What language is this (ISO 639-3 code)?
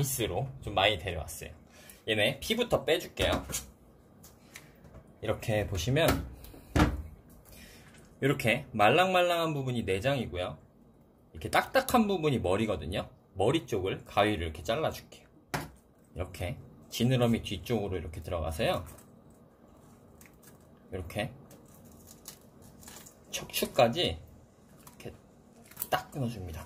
kor